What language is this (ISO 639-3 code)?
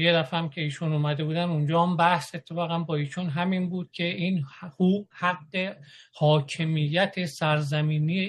fas